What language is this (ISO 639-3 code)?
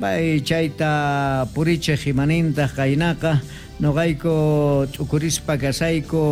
quh